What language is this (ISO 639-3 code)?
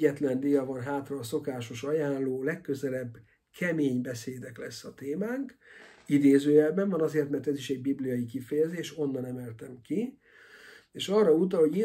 hun